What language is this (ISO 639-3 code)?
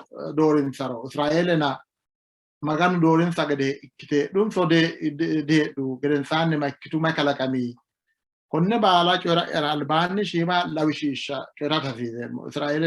sid